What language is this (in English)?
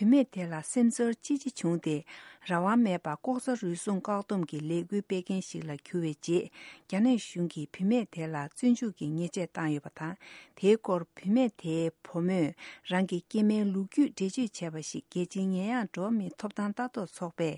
Tibetan